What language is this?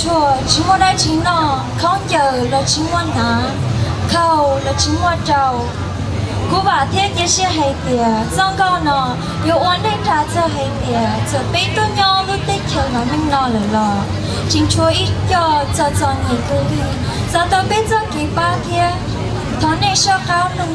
Hmong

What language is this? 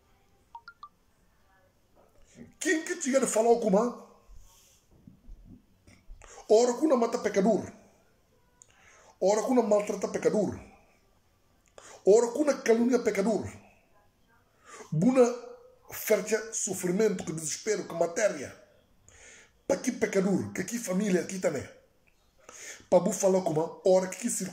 Upper Guinea Crioulo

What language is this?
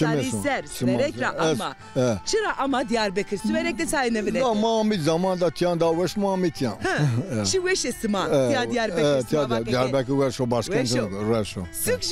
Zaza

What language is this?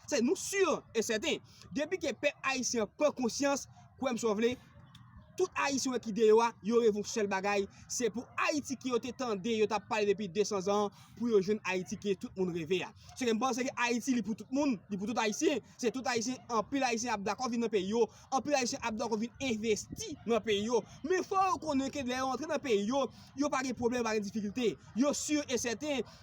Haitian Creole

